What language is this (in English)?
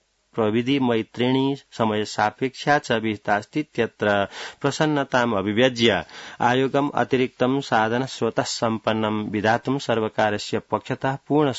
Sanskrit